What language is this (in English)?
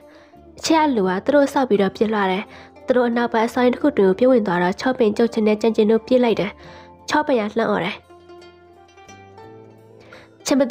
Burmese